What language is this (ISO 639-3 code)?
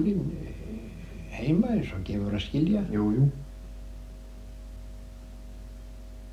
isl